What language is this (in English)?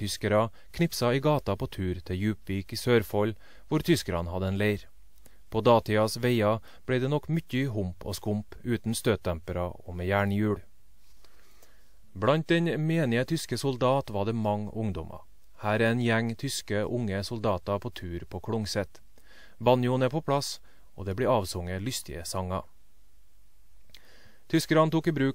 Norwegian